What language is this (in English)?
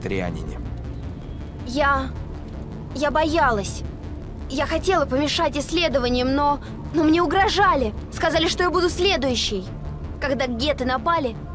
Russian